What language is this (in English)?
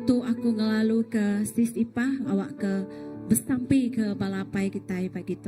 Iban